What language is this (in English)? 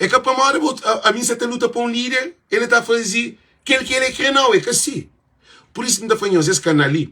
Kabuverdianu